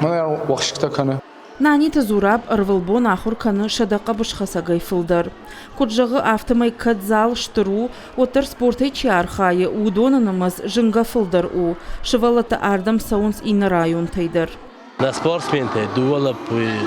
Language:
Ossetic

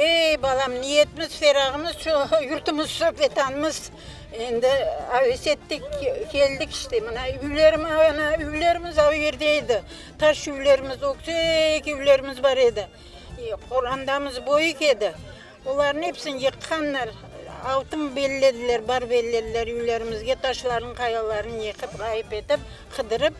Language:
Crimean Tatar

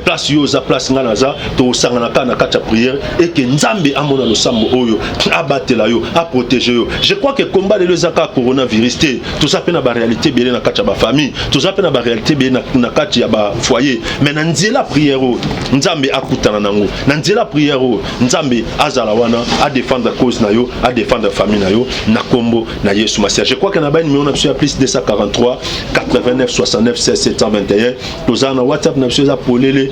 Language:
Lingala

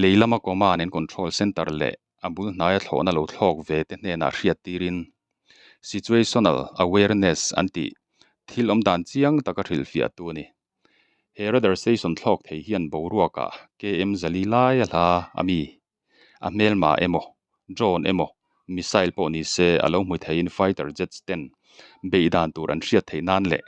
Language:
Mizo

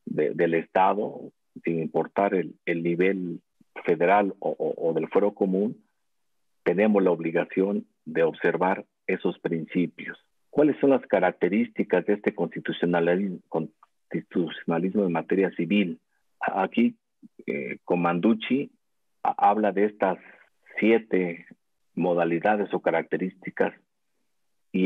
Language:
Spanish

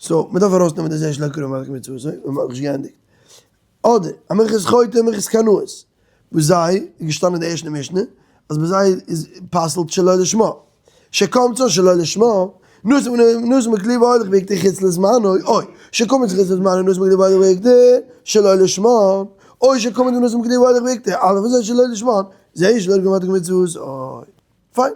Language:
Yiddish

